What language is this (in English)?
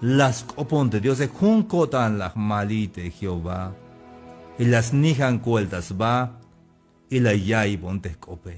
Tzeltal